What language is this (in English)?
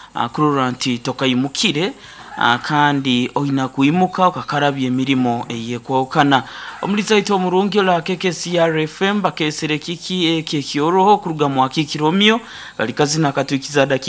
Nyankole